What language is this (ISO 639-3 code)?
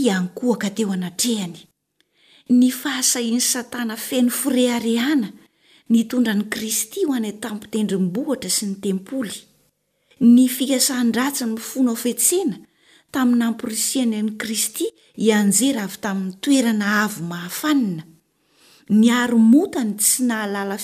mlg